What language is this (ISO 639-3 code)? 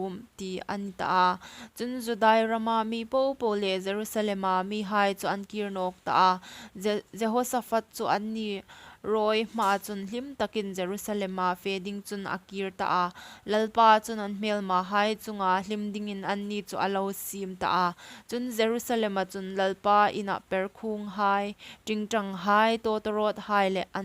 hmr